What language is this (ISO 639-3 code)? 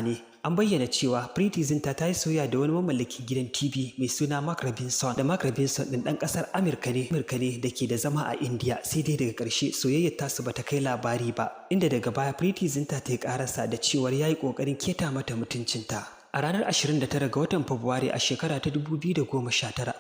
hau